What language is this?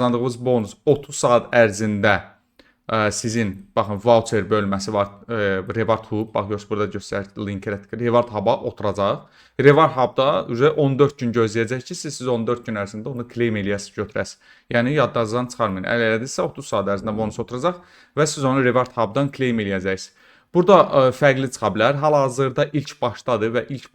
Azerbaijani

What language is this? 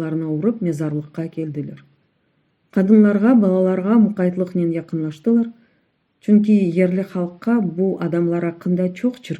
Crimean Tatar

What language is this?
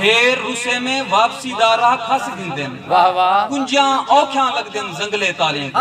Saraiki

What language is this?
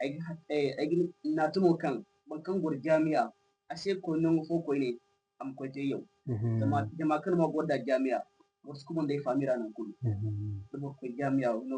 Zarma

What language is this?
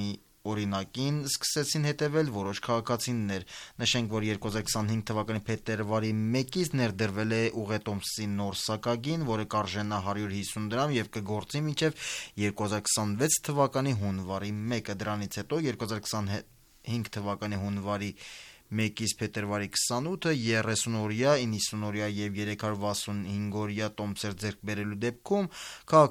Armenian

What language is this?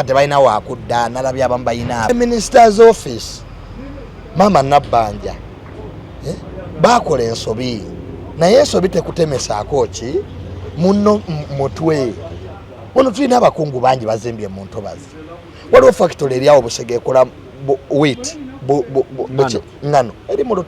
Ganda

